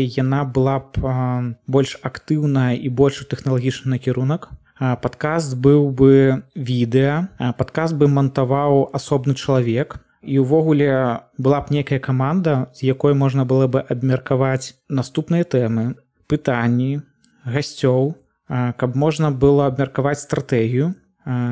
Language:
Belarusian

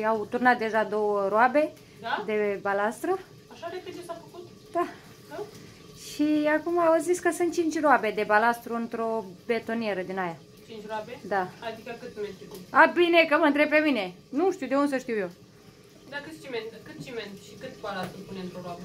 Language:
Romanian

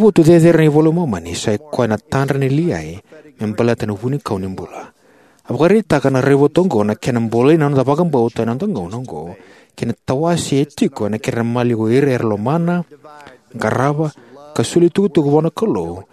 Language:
Fijian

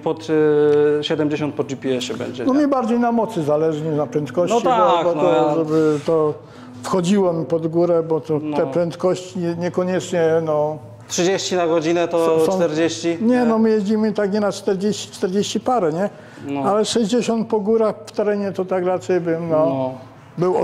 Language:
Polish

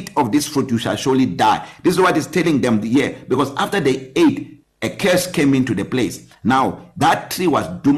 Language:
English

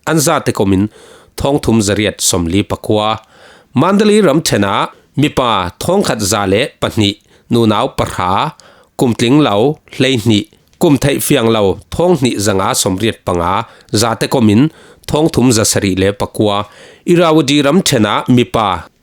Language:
Falam Chin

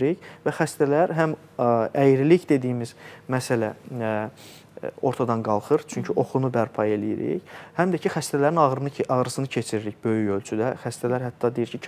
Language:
Azerbaijani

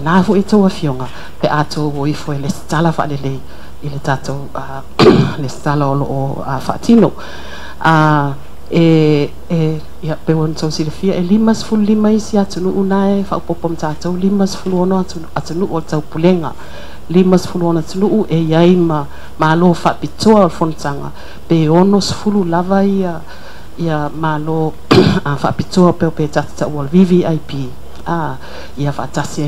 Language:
Samoan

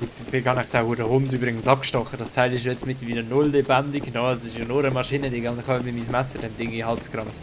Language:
Swiss German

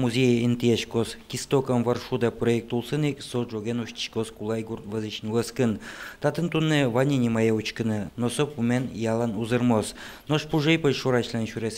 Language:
Udmurt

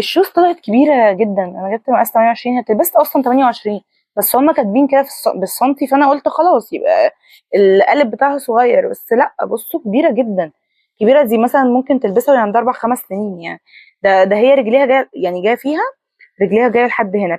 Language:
Egyptian Arabic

